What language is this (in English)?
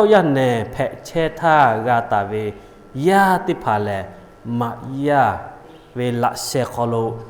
Lahu